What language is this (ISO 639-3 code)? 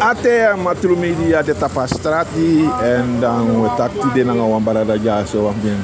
srn